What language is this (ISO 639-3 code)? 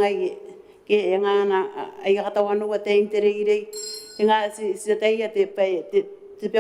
gil